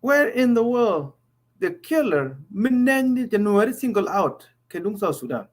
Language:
Nuer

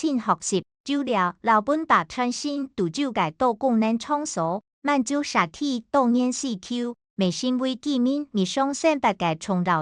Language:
Hakka Chinese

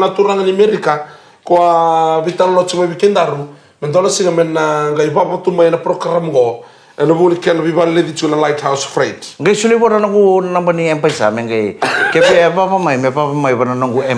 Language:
Fijian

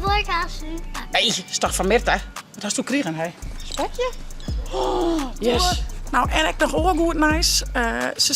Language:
Western Frisian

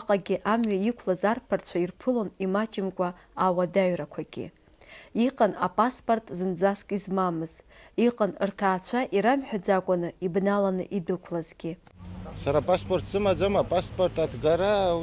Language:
Abkhazian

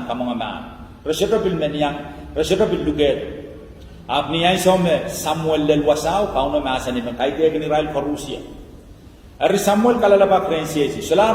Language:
Pohnpeian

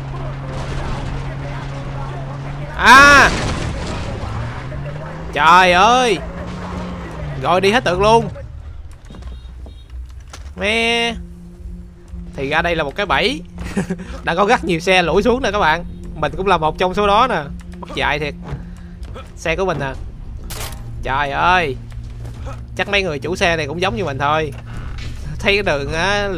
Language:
Vietnamese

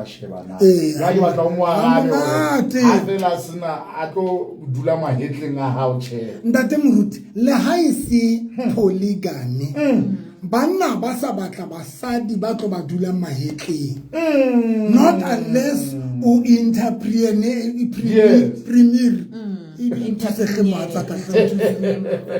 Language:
Southern Sotho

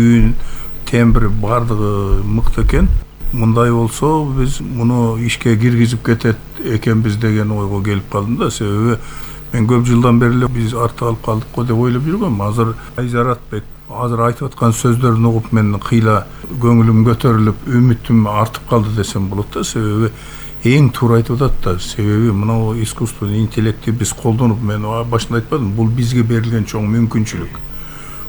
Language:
Kyrgyz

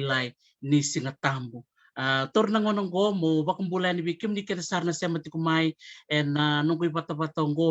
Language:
Fijian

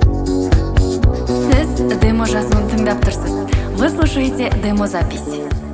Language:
Kazakh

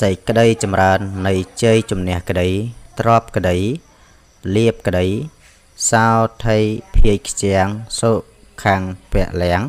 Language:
Khmer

